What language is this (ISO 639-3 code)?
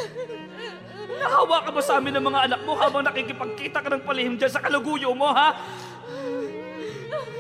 fil